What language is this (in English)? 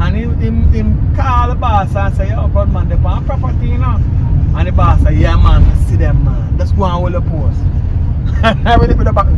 Jamaican Creole English